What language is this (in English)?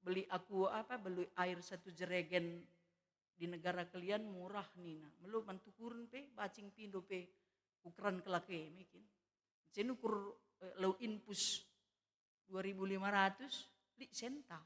Batak Karo